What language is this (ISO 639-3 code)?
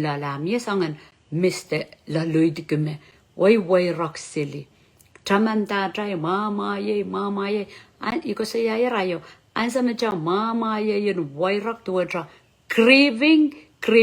pon